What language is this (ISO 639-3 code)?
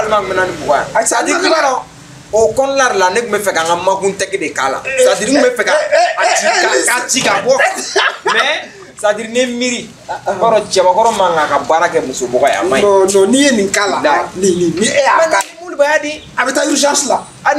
bam